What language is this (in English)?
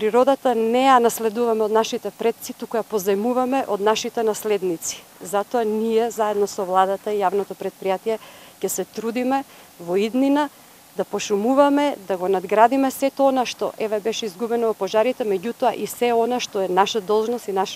Macedonian